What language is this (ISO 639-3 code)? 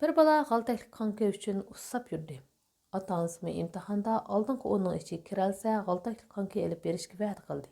uig